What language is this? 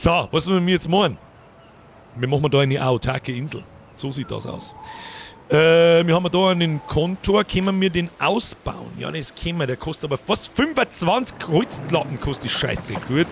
Bavarian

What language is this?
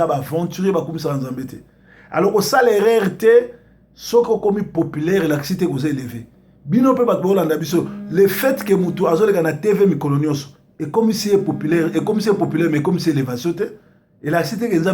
Lingala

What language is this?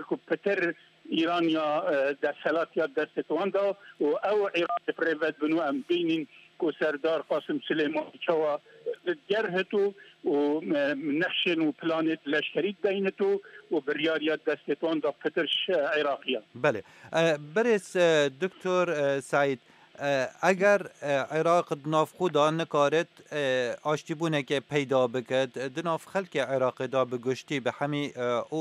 Kurdish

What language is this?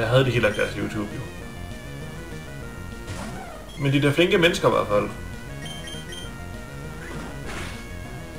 Danish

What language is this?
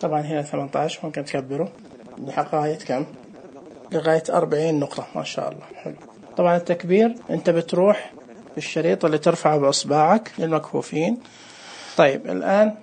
Najdi Arabic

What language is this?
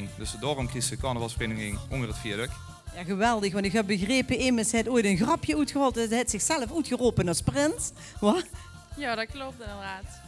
Limburgish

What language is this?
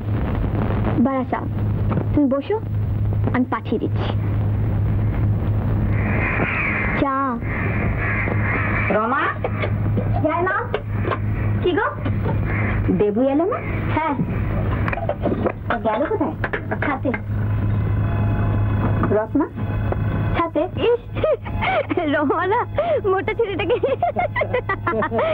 Bangla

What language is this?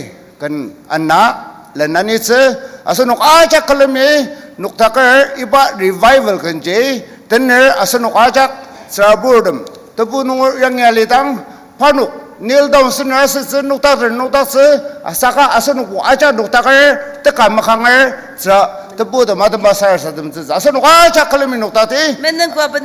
Ao Naga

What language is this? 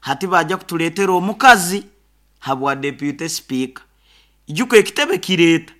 Nyoro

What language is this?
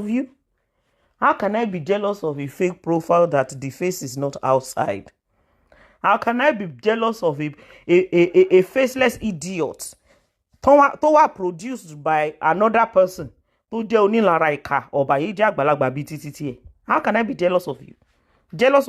Yoruba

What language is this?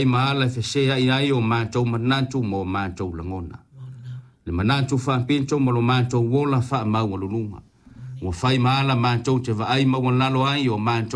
Samoan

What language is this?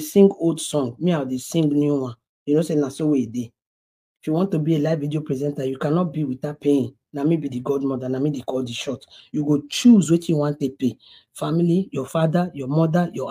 Nigerian Pidgin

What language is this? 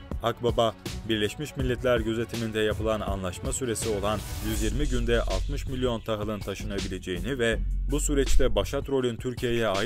Turkish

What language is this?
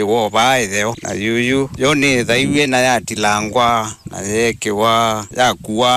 Kamba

